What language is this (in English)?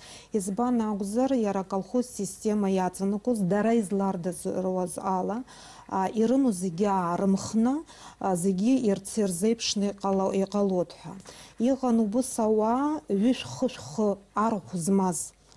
Abkhazian